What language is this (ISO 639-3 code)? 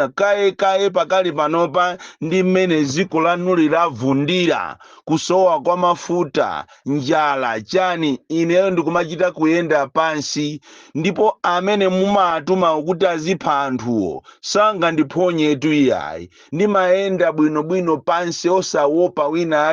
nya